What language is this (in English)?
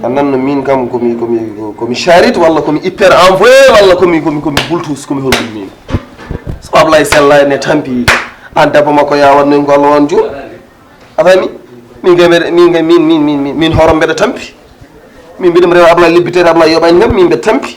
Fula